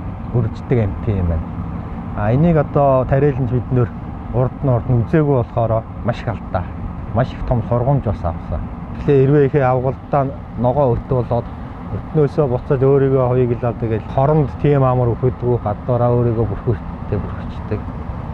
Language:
Mongolian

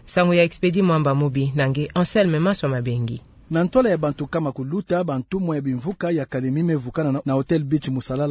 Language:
Kituba (Democratic Republic of Congo)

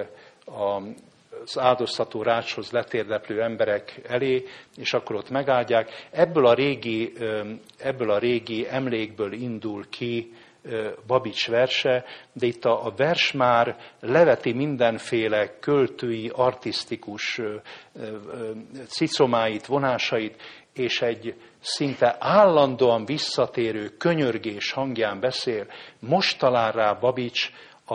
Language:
Hungarian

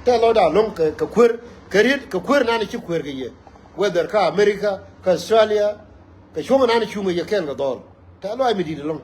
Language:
Nuer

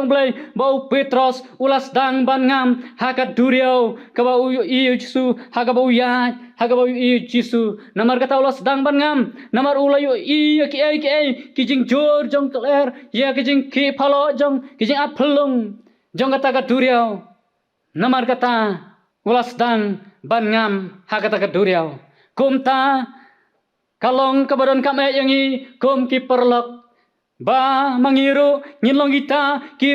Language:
Khasi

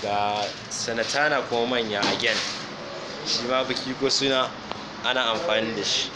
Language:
Hausa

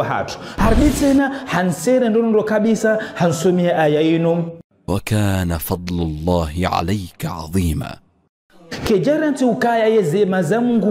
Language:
Ngazidja Comorian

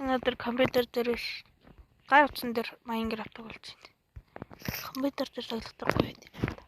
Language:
Mongolian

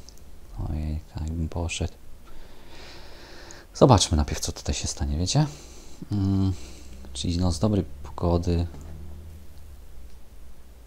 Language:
Polish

